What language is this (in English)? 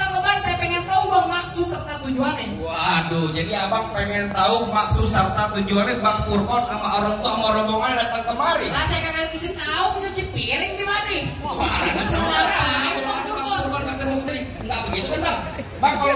Betawi